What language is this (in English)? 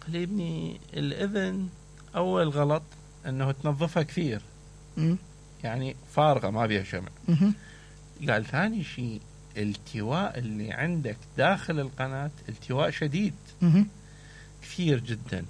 Mesopotamian Arabic